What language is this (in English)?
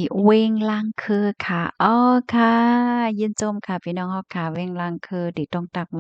Shan